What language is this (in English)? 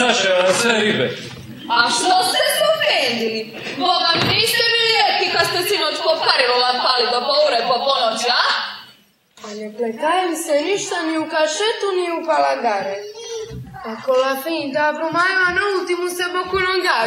Croatian